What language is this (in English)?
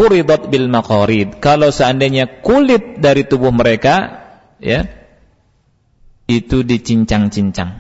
Indonesian